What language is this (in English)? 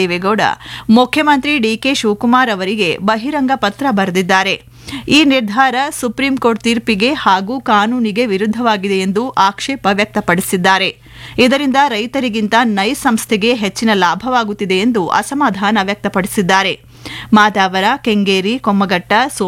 Kannada